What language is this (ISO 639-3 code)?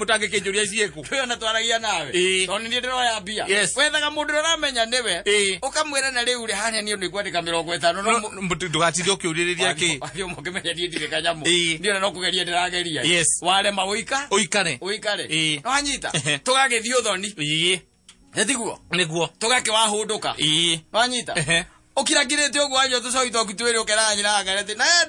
kik